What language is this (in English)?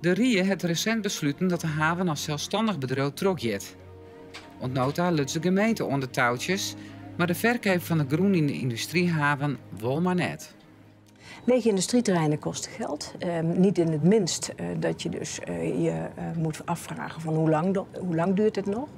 Western Frisian